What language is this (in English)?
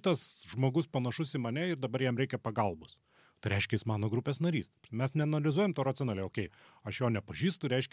Lithuanian